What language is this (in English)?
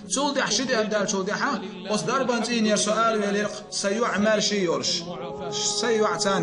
Chechen